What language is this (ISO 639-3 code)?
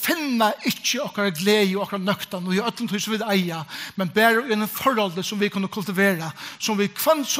fao